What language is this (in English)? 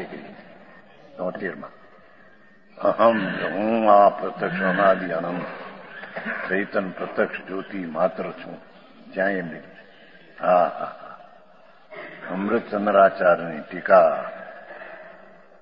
Gujarati